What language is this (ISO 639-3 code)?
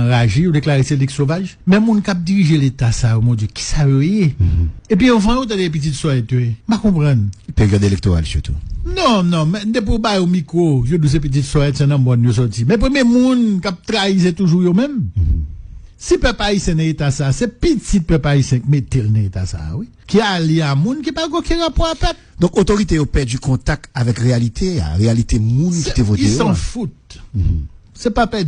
hat